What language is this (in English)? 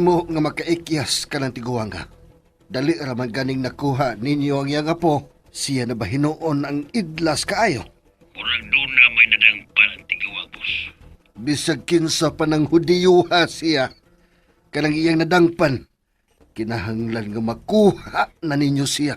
Cebuano